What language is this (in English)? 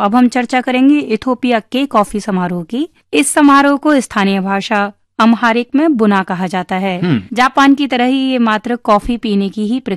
Hindi